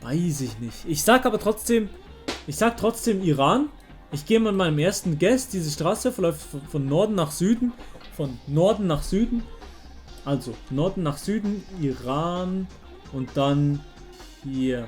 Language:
Swiss German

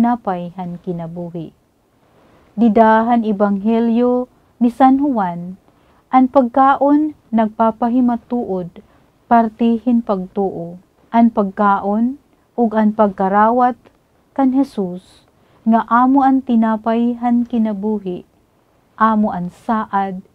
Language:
Waray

